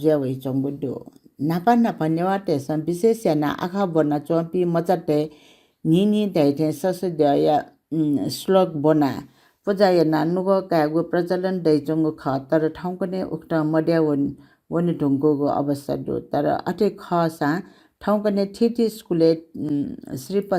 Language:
Newari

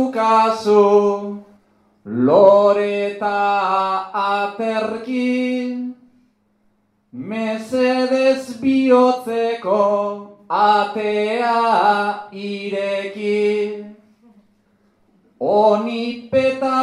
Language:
Basque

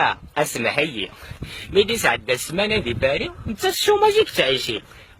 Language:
Kabyle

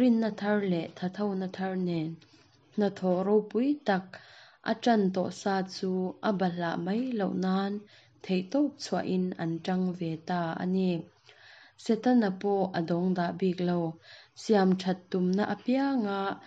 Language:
Mizo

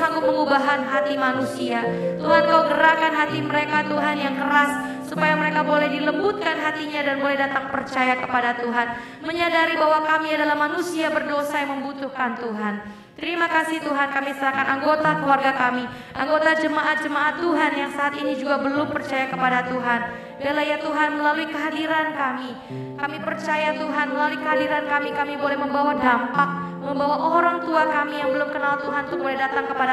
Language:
Indonesian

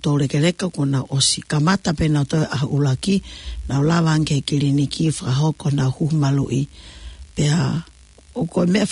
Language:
Tongan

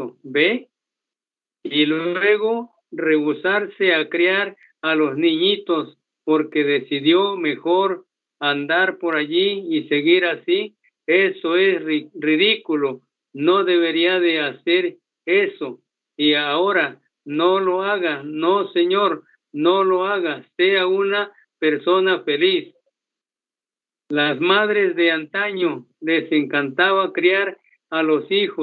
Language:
Spanish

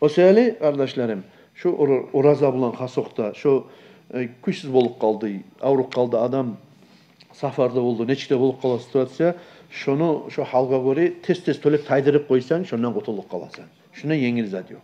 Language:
Kumyk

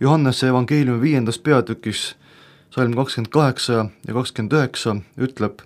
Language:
Estonian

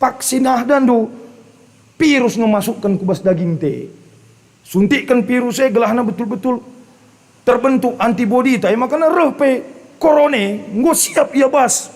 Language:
Batak Karo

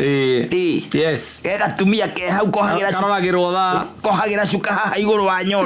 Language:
Kikuyu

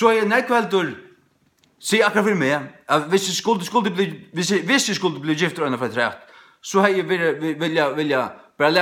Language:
Faroese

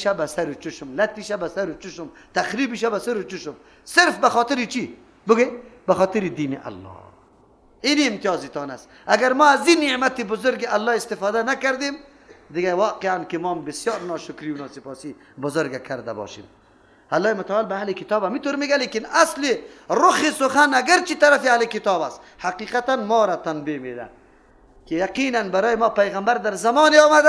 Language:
Persian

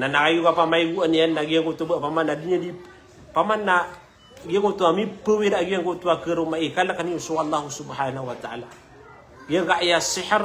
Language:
Maranao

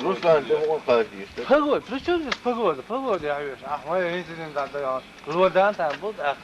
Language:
Chechen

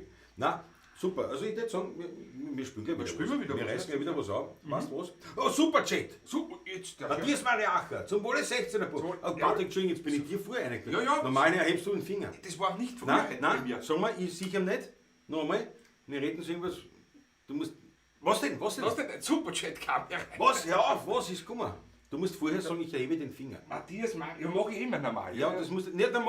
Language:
Bavarian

